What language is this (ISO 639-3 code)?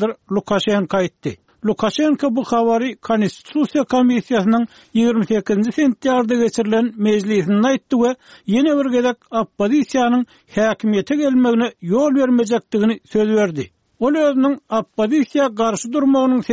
tuk